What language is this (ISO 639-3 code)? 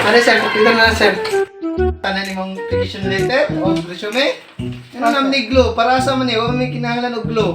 ceb